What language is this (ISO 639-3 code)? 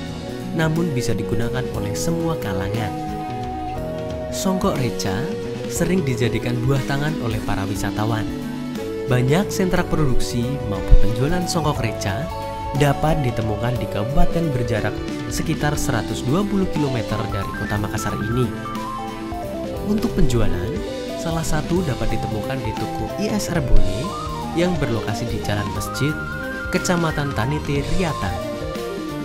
ind